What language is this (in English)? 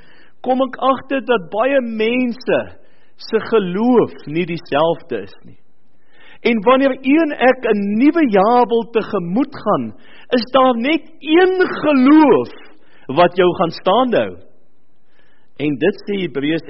Afrikaans